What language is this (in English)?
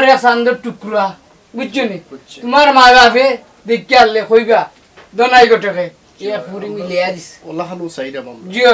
Sylheti